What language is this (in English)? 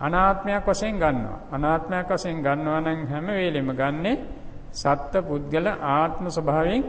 Sinhala